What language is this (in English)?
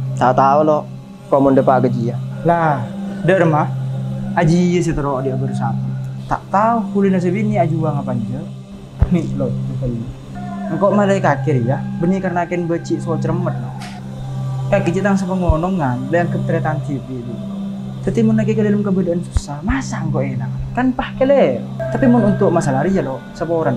Madurese